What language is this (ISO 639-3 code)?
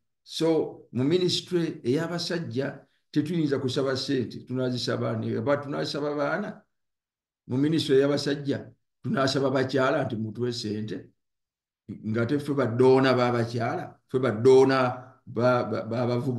lug